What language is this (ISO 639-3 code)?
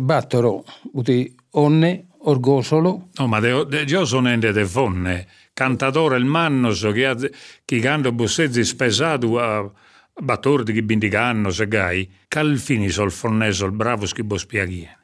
srd